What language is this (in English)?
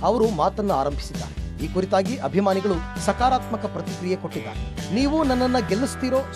Kannada